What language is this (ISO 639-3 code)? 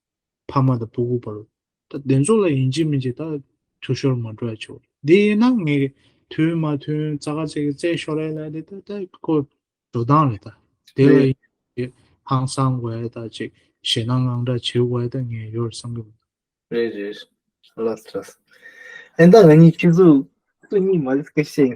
bod